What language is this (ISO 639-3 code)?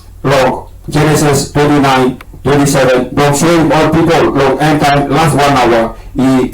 tpi